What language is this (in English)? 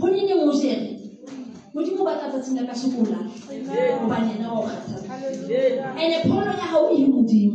Southern Sotho